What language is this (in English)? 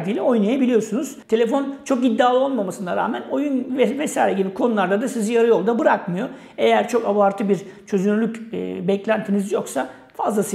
Turkish